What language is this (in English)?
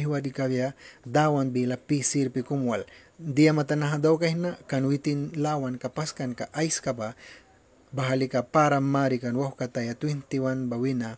Mískito